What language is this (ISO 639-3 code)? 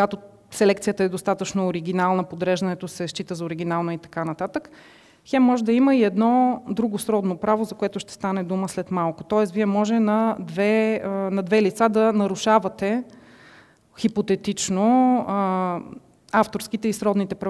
bul